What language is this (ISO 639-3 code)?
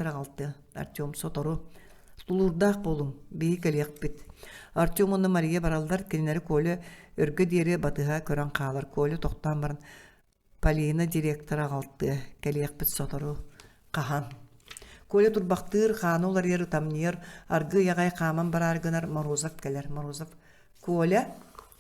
sah